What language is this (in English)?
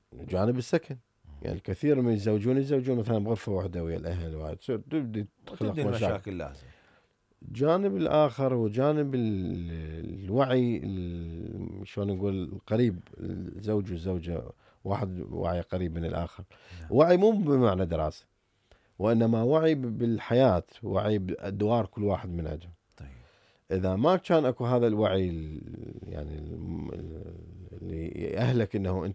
Mesopotamian Arabic